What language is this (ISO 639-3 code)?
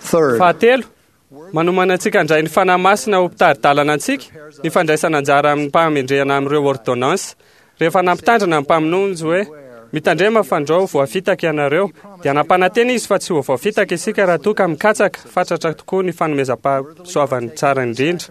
mlg